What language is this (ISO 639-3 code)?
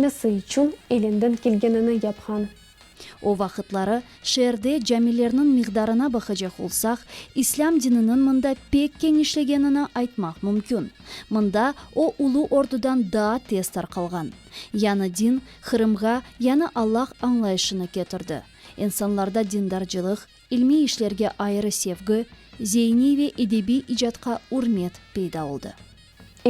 crh